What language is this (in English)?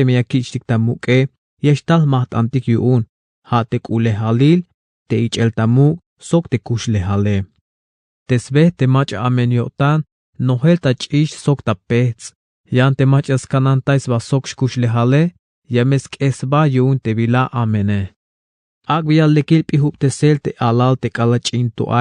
Tzeltal